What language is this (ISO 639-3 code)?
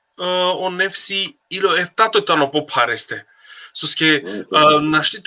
rmn